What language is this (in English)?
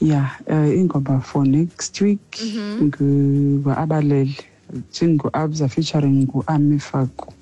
Xhosa